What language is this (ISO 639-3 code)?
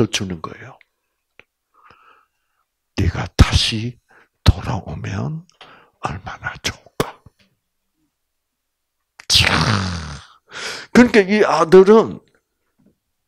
kor